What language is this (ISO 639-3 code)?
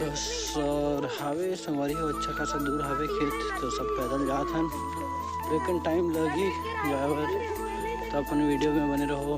hne